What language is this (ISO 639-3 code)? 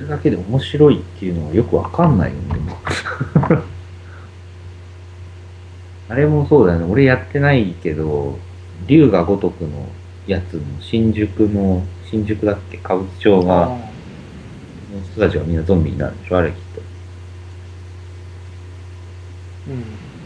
jpn